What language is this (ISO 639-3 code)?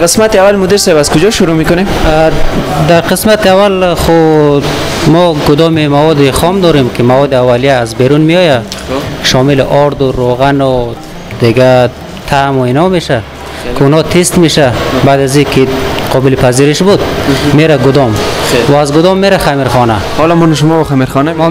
fas